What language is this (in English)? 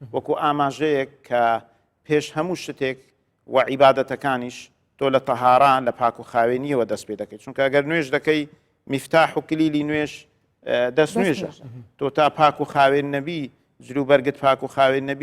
Central Kurdish